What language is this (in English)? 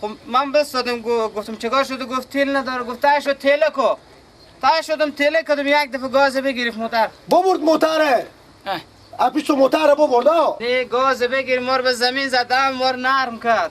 Persian